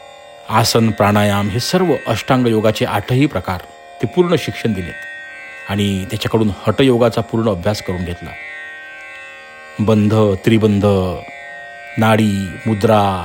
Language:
Marathi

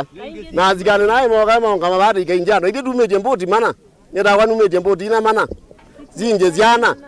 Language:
Kamba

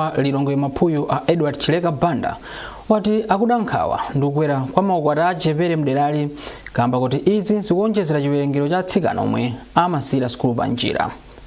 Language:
Nyanja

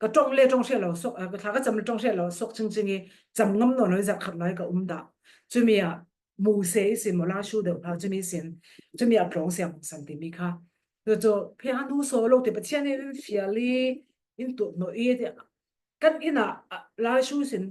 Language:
Falam Chin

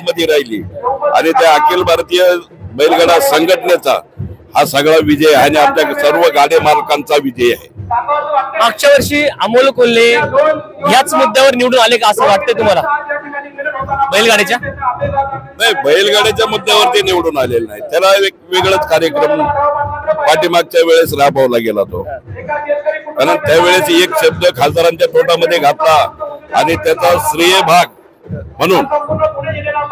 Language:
Marathi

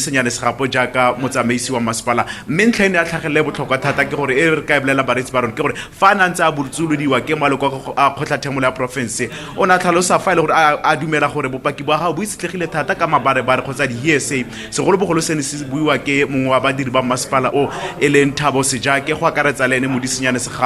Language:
Tswana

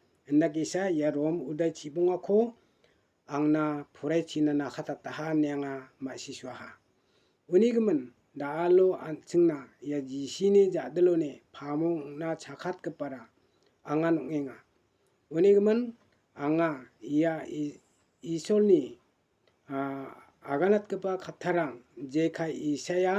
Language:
Garo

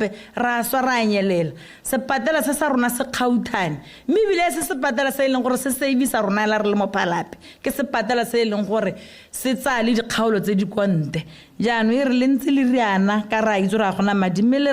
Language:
Tswana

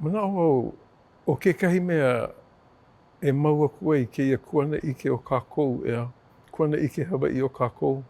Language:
Hawaiian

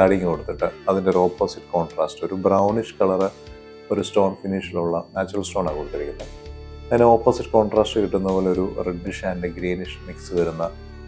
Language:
Malayalam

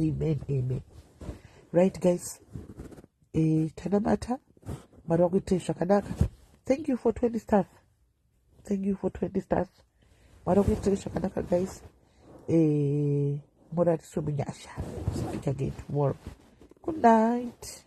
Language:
Shona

